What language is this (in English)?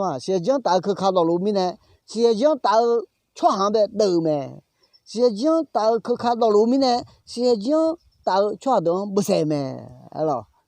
Akha